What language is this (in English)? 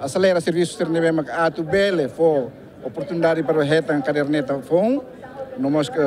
Tetum